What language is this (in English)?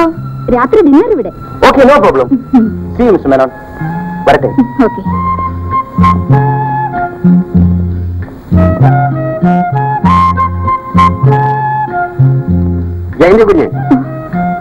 Malayalam